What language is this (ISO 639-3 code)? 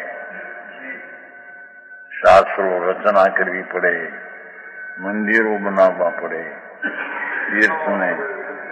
guj